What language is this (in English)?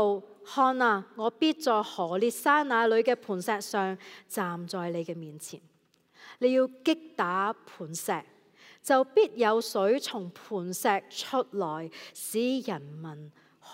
Cantonese